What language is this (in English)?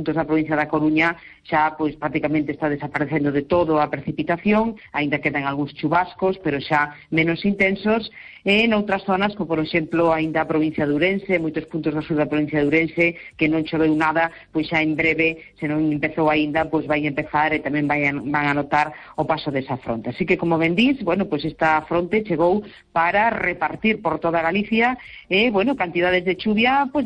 Galician